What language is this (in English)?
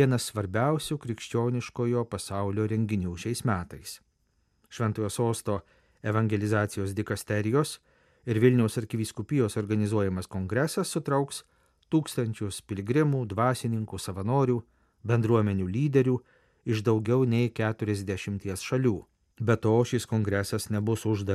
Lithuanian